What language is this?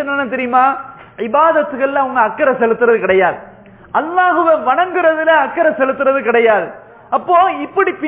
Tamil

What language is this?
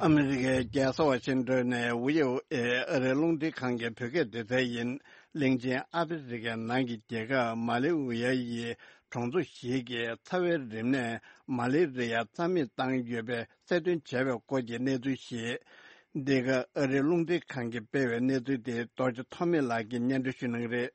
Tibetan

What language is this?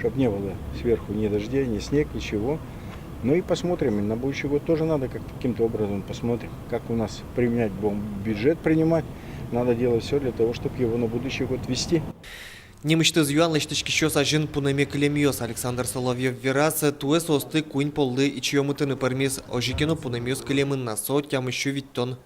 Udmurt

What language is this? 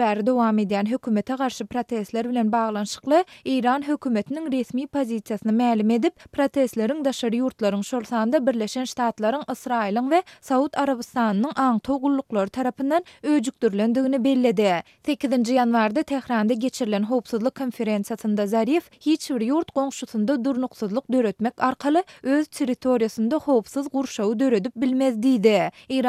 Turkmen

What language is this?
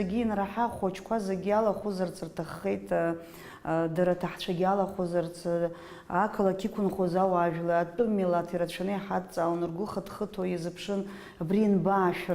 Abkhazian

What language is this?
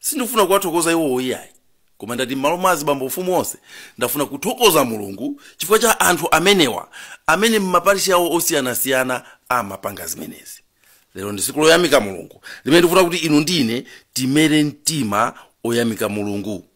Nyanja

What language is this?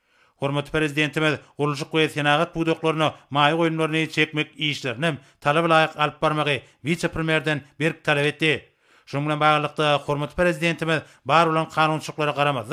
Turkmen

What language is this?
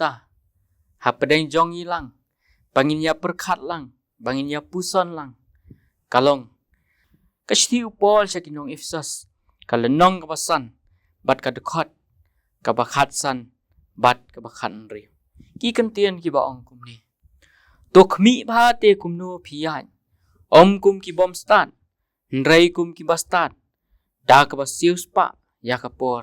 Khasi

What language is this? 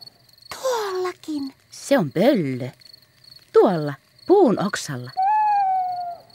Finnish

